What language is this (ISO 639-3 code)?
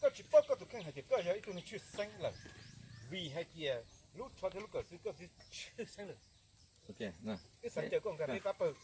hmn